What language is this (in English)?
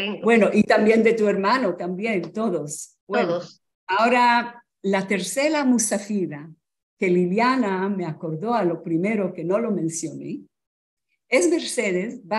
Ladino